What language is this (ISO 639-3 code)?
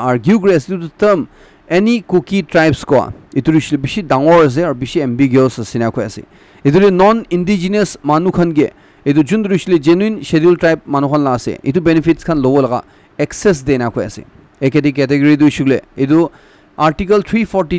nag